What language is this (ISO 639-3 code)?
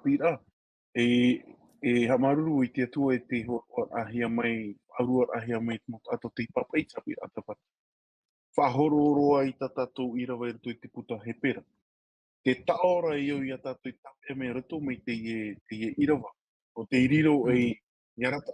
tah